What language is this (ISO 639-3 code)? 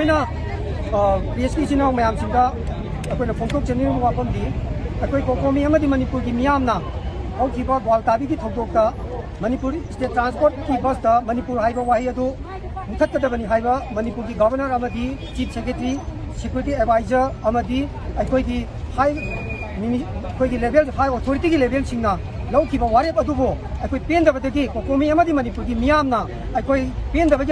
mni